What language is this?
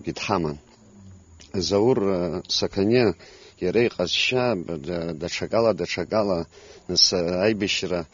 Abkhazian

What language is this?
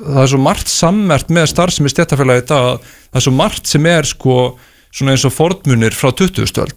Icelandic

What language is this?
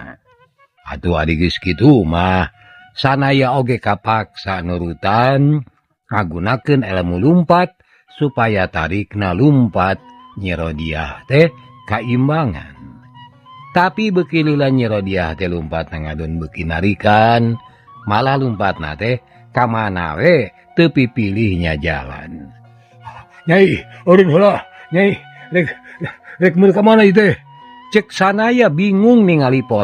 Sundanese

